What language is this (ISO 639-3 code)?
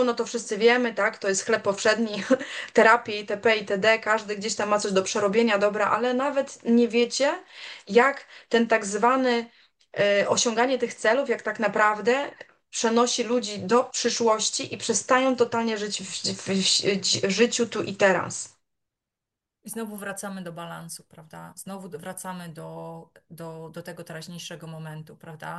pol